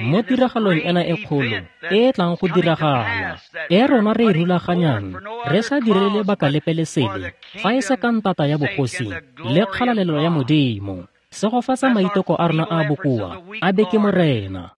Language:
Tswana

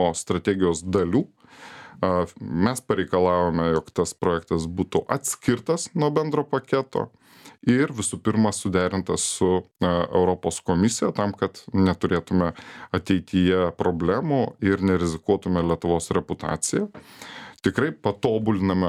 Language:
Lithuanian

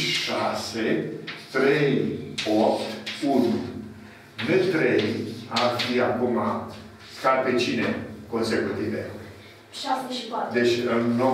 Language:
Romanian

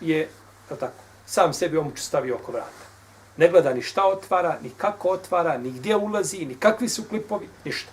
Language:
Bosnian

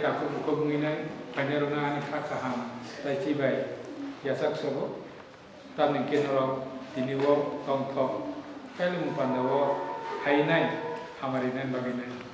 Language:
Kok Borok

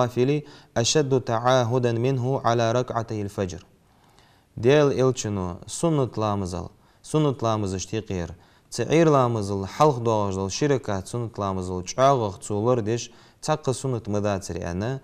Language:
Ingush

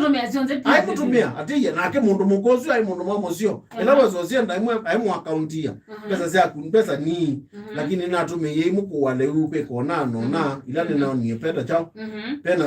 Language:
Kamba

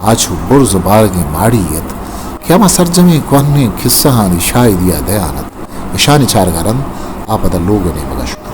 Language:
Eastern Balochi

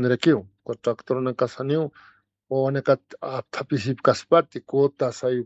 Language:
Aymara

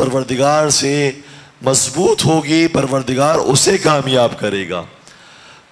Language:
Urdu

